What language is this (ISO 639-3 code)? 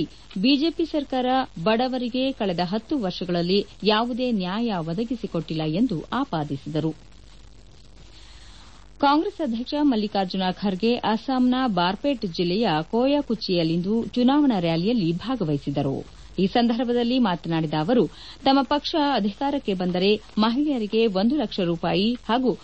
kan